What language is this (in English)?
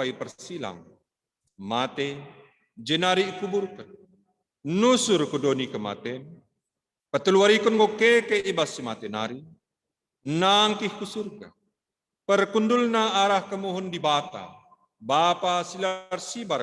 Batak Karo